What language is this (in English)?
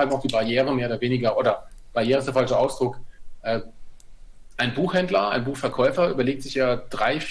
German